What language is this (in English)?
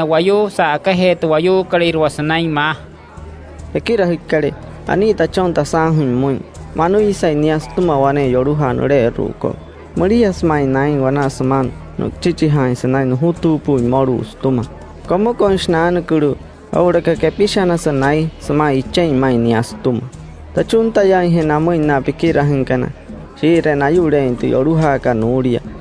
Wayuu